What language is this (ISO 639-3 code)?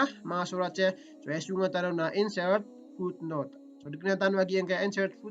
mrw